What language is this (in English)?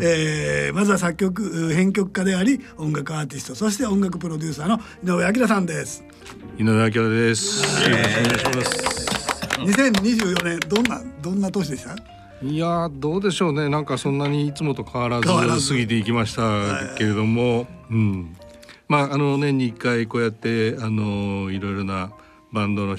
Japanese